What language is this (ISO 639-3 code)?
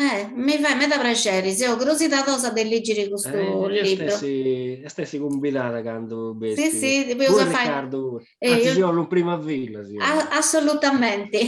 srd